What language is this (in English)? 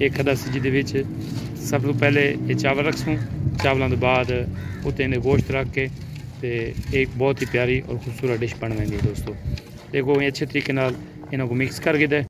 Saraiki